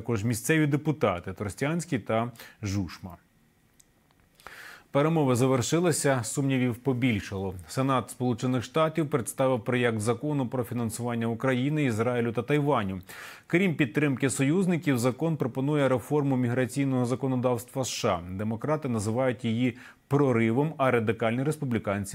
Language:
Ukrainian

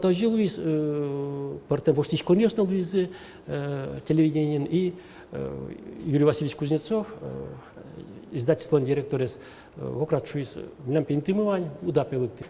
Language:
Udmurt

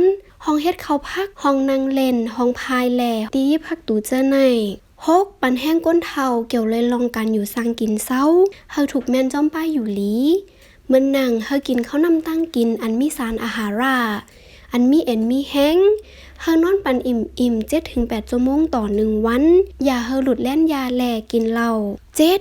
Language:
Shan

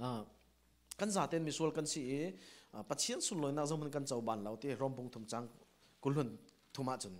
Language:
Falam Chin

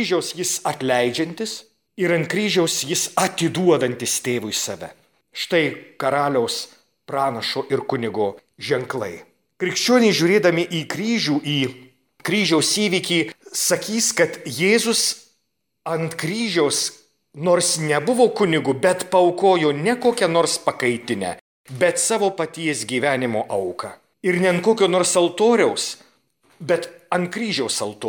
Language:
Lithuanian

